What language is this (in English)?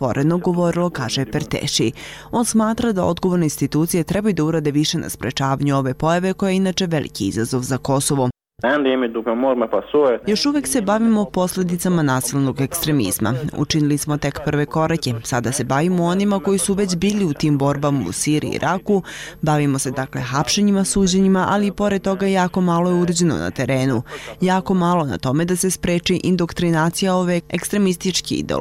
Bosnian